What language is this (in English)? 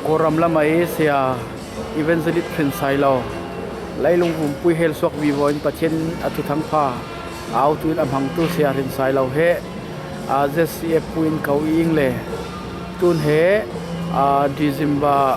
Falam Chin